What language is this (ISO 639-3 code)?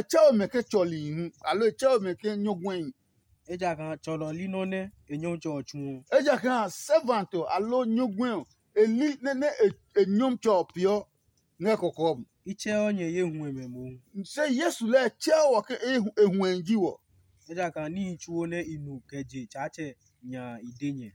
ada